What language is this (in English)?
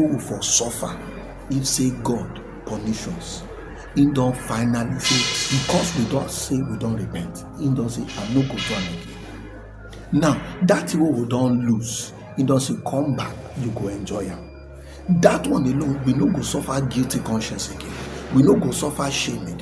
Nigerian Pidgin